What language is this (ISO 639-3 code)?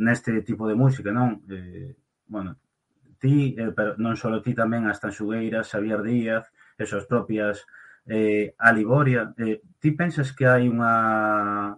glg